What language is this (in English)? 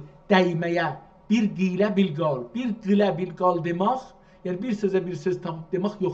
South Azerbaijani